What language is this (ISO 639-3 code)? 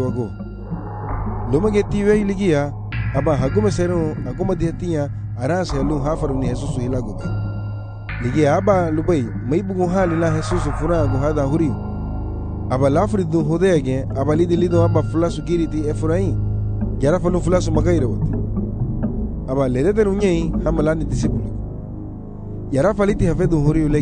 cab